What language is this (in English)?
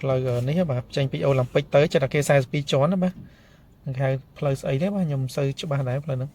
Khmer